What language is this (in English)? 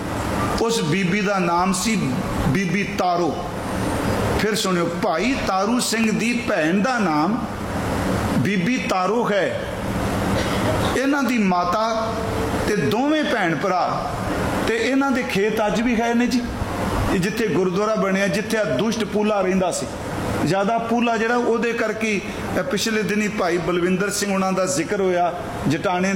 Punjabi